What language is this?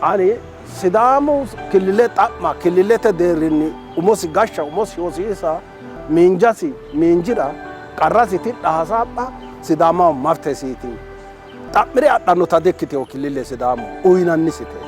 Sidamo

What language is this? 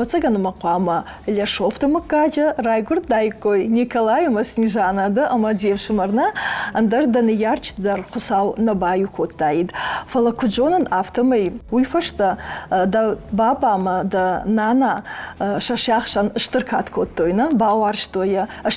Ossetic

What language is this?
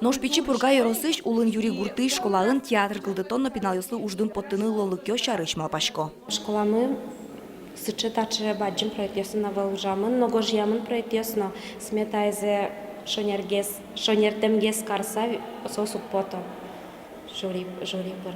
Udmurt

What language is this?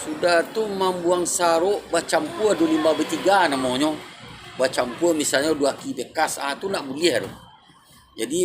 Minangkabau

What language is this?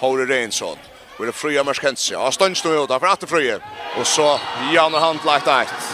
Faroese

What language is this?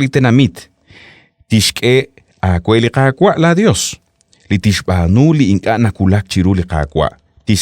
Kekchí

